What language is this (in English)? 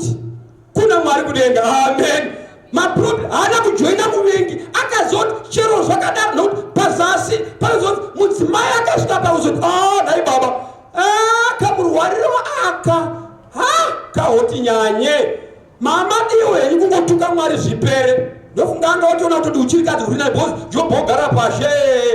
Shona